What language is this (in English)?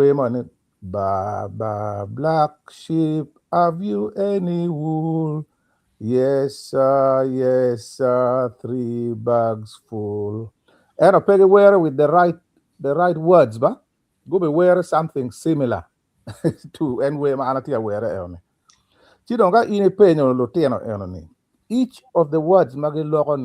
Acoli